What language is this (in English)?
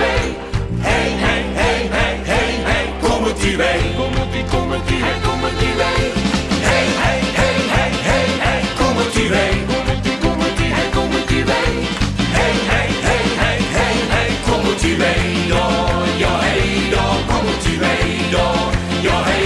Limburgish